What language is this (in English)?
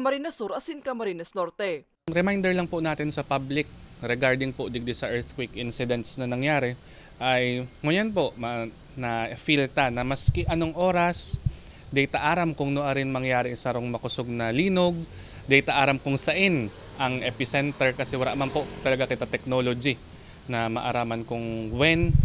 Bikol